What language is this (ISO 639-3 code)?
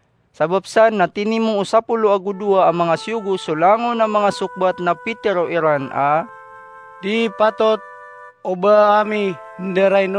mrw